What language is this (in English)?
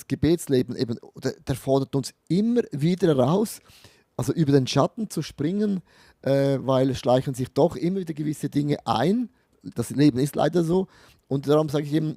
Swiss German